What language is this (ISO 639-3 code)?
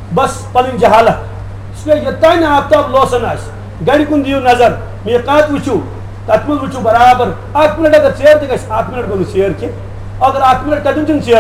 kas